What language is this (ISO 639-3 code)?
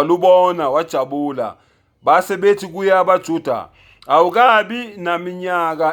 zul